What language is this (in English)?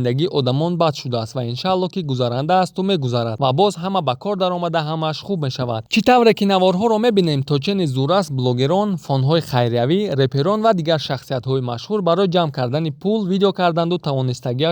Tajik